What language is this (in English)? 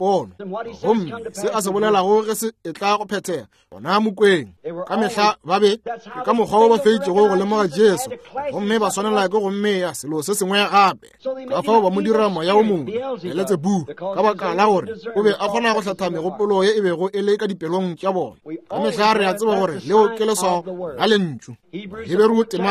Northern Sotho